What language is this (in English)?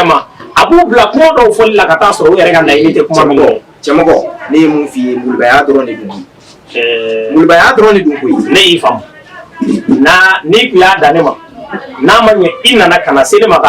Bambara